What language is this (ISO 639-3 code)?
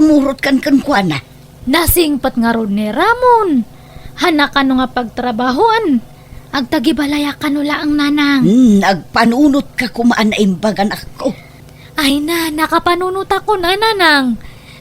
ilo